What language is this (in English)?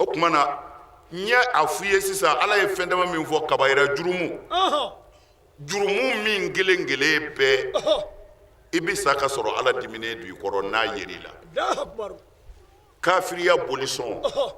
Bambara